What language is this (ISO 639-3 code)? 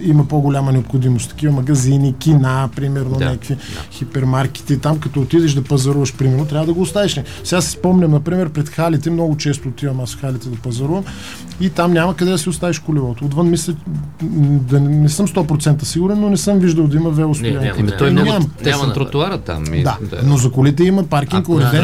bul